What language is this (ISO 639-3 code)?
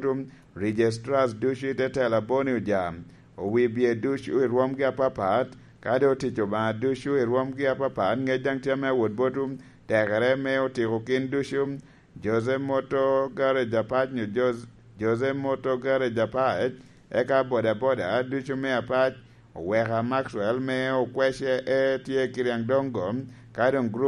laj